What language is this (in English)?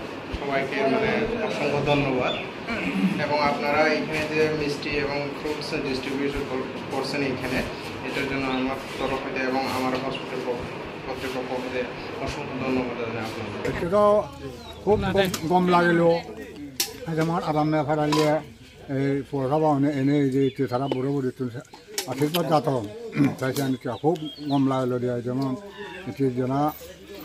Chakma